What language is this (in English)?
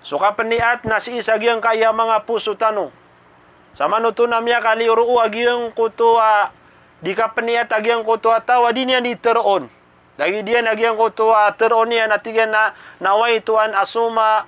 Maranao